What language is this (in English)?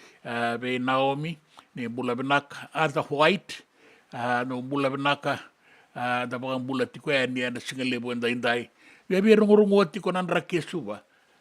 Fijian